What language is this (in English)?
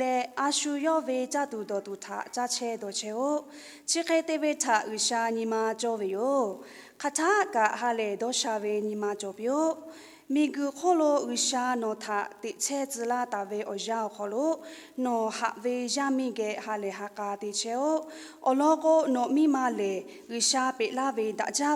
Lahu